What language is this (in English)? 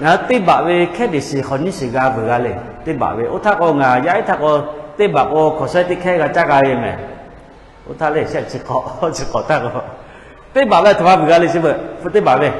Lahu